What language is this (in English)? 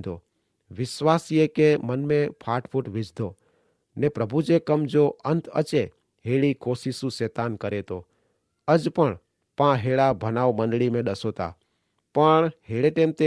Kachhi